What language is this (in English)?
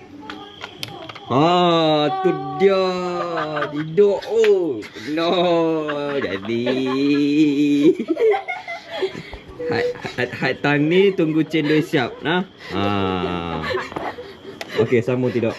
Malay